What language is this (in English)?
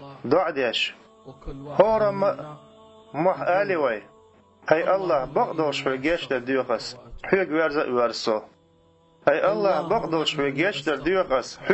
Chechen